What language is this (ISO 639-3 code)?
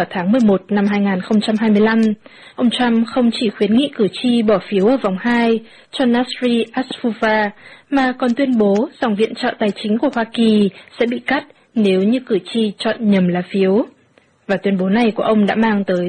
vie